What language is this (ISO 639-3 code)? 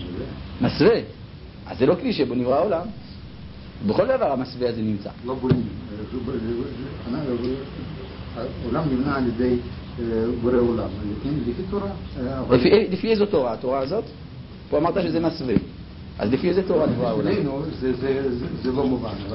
heb